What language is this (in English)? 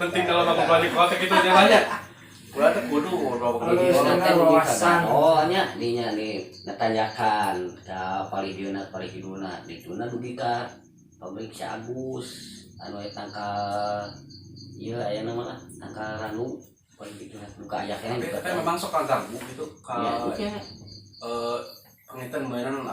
Sundanese